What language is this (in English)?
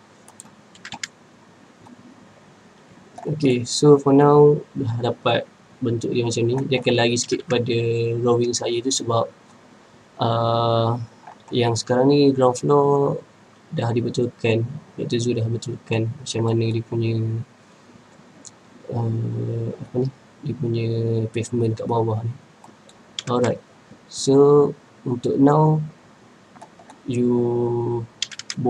Malay